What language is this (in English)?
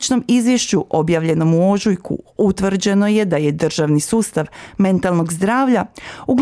Croatian